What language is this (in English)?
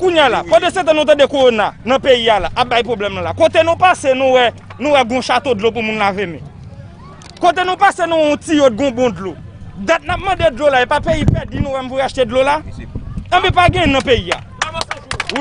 Haitian Creole